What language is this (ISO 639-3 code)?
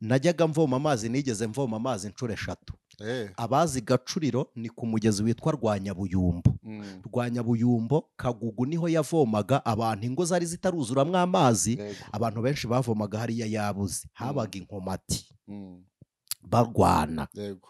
kin